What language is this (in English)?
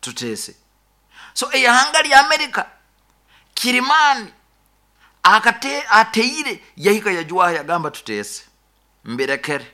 Nyankole